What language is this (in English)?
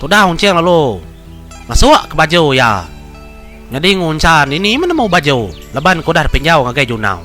Iban